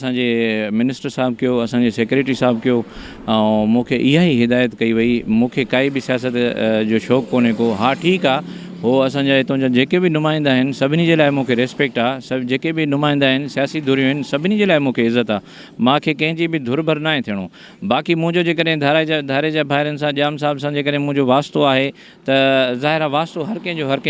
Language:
Sindhi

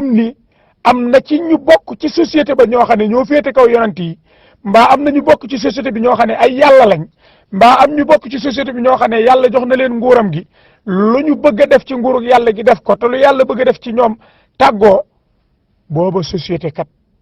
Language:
Wolof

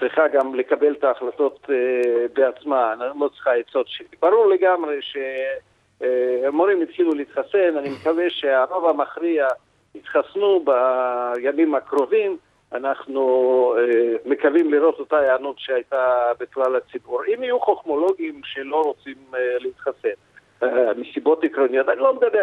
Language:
Hebrew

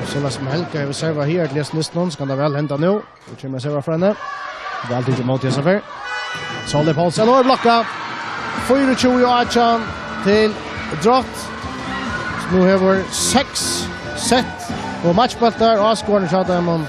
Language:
Faroese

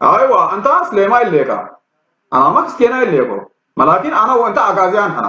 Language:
Tigrinya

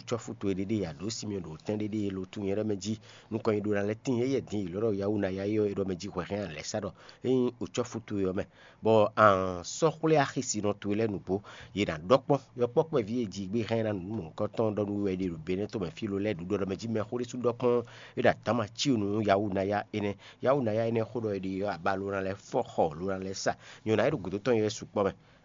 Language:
Fon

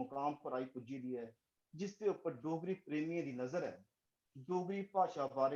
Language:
Dogri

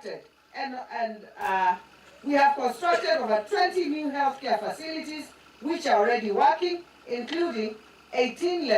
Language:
Kamba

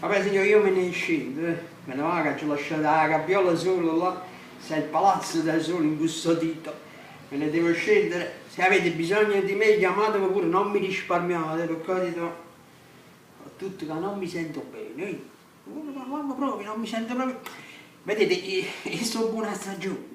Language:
Neapolitan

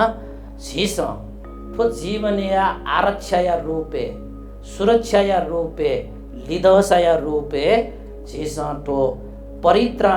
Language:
Newari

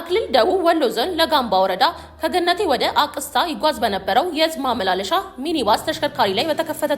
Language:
Amharic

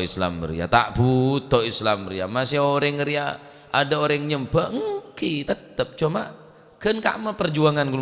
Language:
Madurese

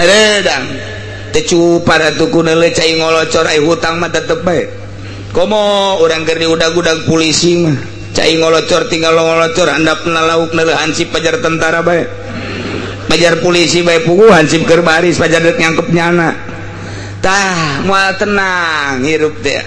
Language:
Sundanese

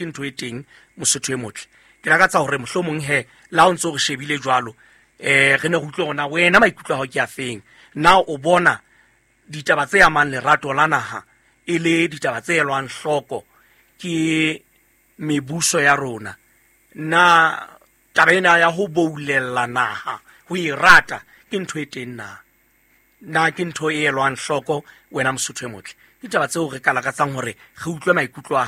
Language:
Southern Sotho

